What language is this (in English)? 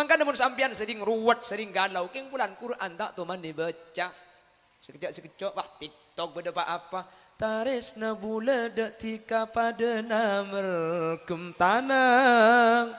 Madurese